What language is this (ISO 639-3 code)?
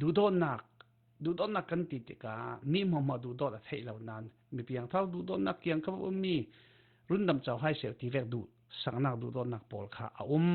cfm